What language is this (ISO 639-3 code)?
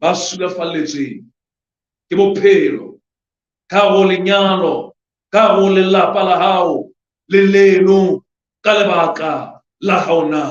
sot